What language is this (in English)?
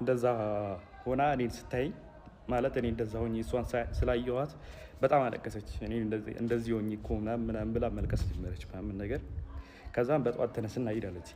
Amharic